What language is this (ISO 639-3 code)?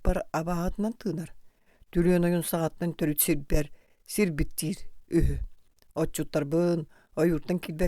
sah